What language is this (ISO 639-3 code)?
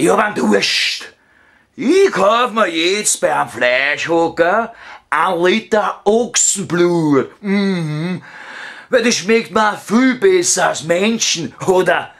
bar